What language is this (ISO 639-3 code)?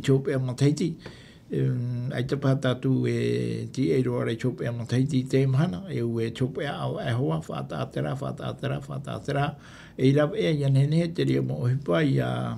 tah